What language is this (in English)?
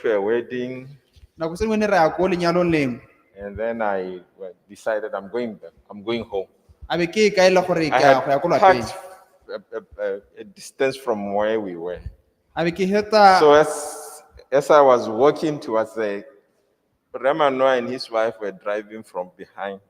Tswana